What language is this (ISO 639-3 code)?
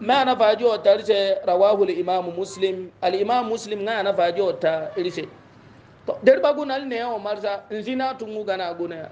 hau